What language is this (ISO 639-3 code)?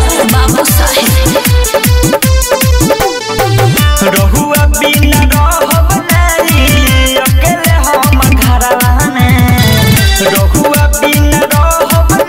bho